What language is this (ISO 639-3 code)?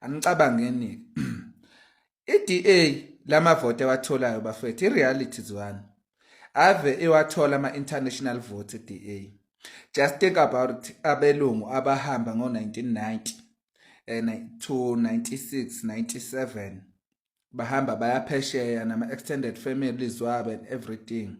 zul